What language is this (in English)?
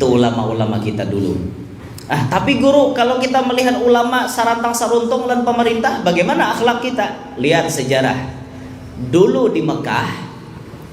Banjar